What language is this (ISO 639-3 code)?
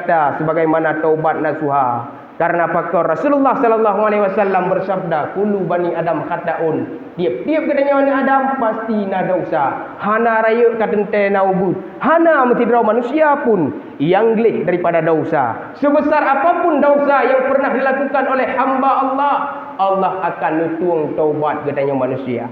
ace